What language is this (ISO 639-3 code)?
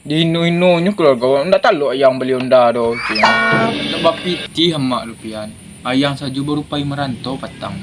min